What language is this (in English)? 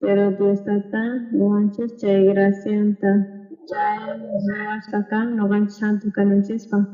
South Bolivian Quechua